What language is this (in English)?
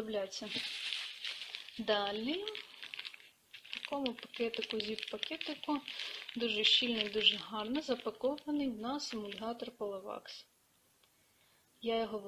Ukrainian